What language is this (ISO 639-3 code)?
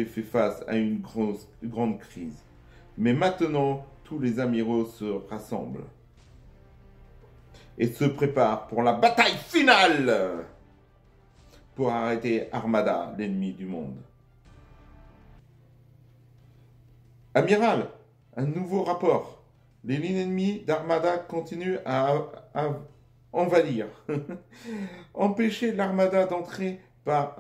fra